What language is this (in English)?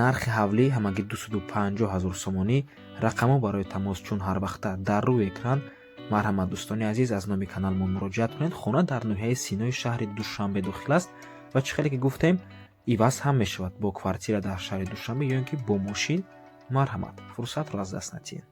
Tajik